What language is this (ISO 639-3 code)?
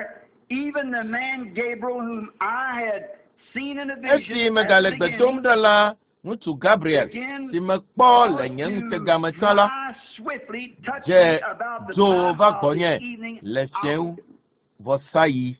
ewe